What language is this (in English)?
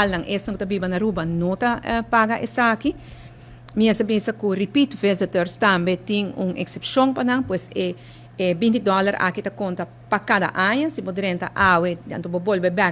Papiamento